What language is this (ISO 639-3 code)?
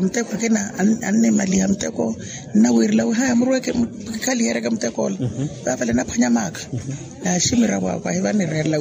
vmw